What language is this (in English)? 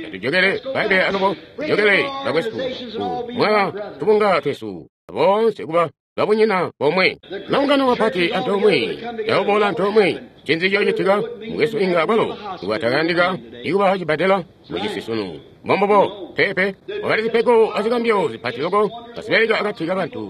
Tonga (Zambia)